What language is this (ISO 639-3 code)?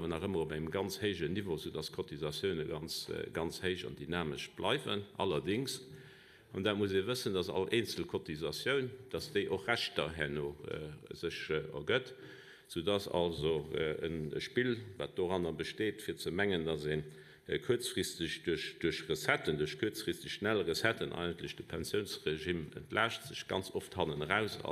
ltz